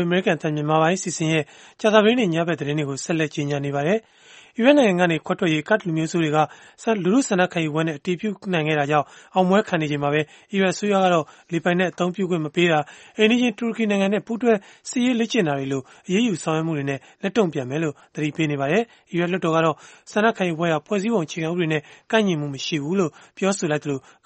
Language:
Burmese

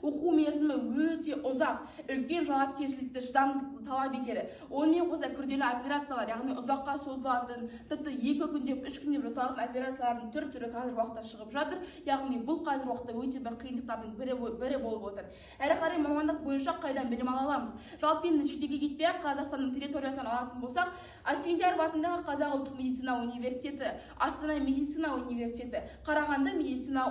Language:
Kazakh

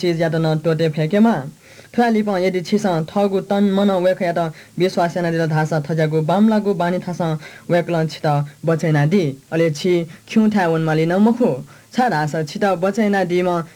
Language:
Newari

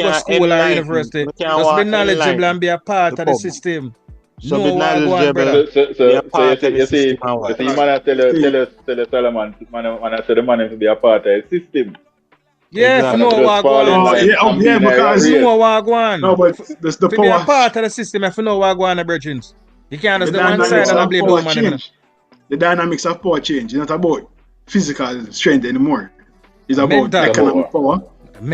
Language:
Jamaican Creole English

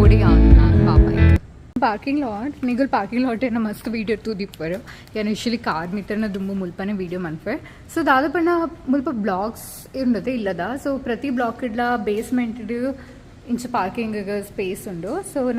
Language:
Tulu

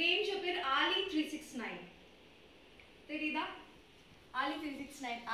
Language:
Tamil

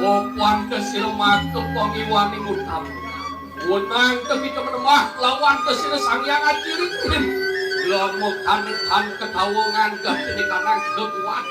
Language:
Balinese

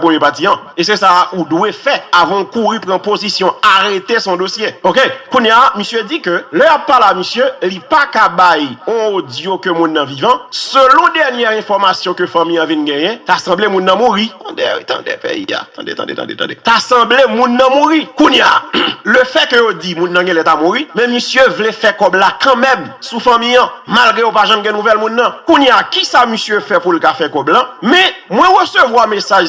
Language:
Haitian Creole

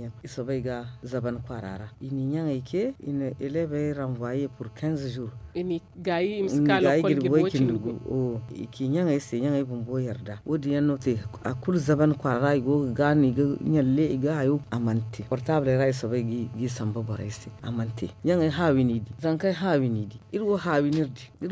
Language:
Zarma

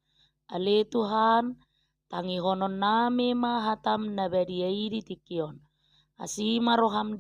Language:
Batak Toba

